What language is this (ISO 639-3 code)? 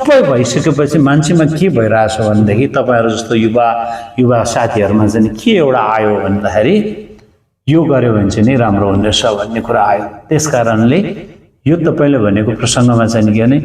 nep